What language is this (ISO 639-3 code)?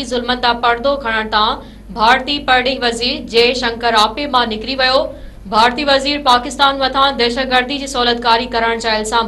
snd